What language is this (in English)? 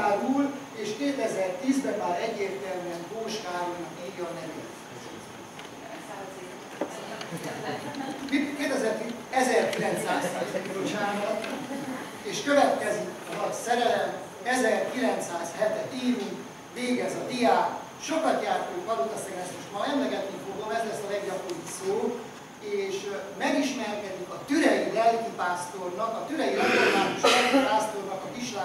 Hungarian